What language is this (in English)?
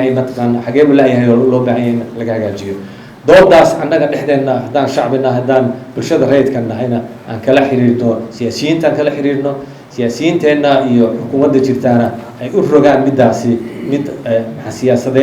Somali